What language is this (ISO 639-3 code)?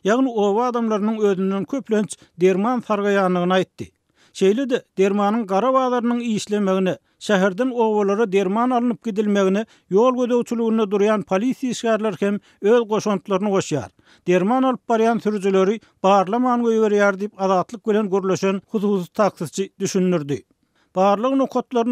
tuk